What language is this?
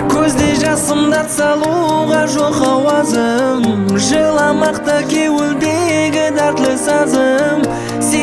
Kara-Kalpak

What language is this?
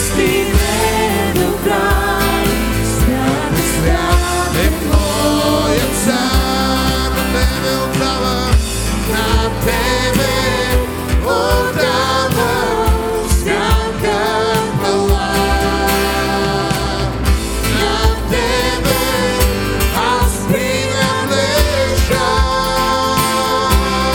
Bulgarian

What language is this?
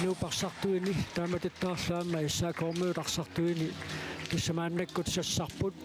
Kalaallisut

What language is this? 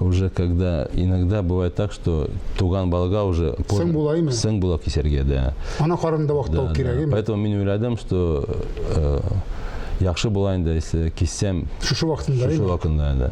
Tatar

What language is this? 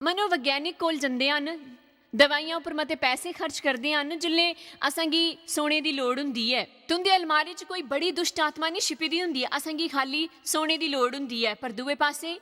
Dogri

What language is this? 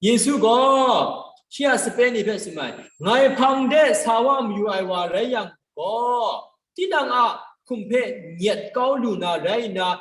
Kachin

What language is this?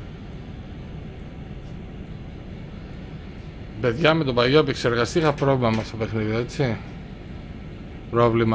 Greek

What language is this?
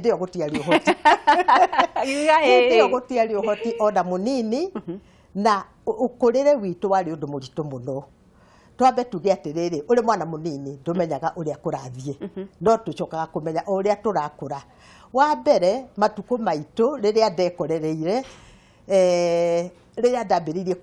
Kikuyu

